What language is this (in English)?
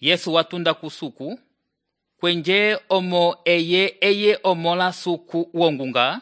Umbundu